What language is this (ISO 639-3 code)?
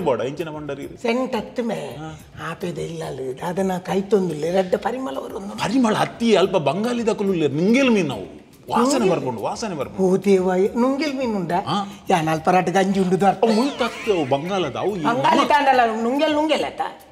tcy